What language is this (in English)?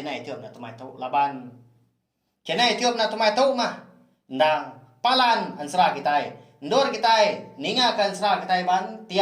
Iban